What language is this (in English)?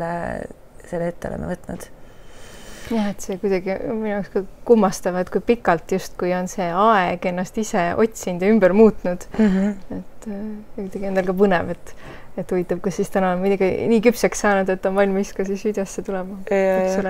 Estonian